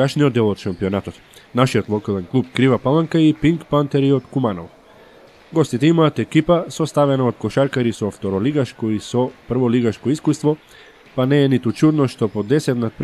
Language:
Macedonian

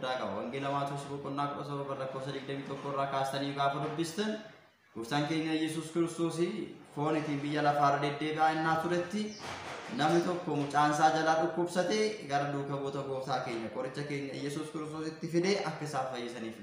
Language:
Oromo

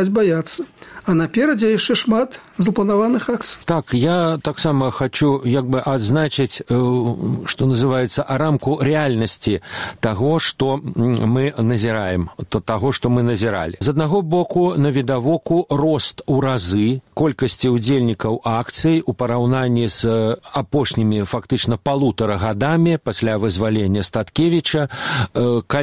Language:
Belarusian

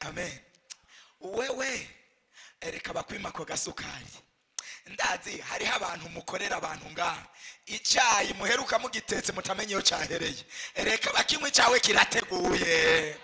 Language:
Rundi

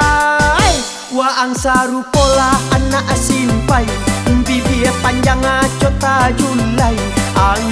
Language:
Minangkabau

